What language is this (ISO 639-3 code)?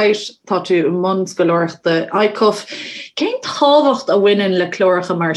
gle